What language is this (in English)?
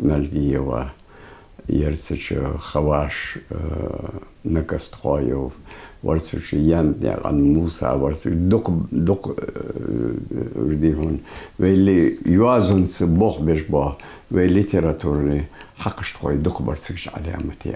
Ingush